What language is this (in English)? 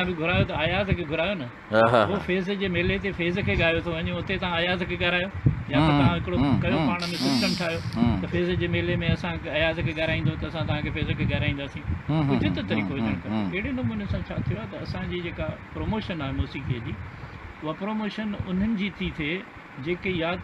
Sindhi